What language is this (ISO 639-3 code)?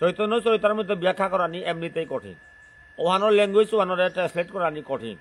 bpy